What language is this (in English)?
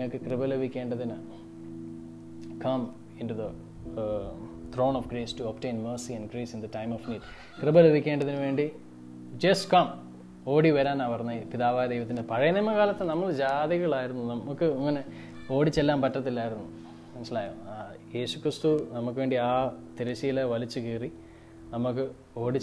Malayalam